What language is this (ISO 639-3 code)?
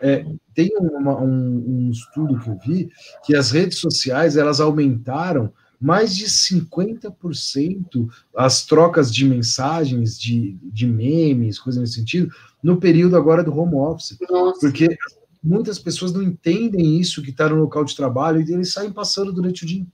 por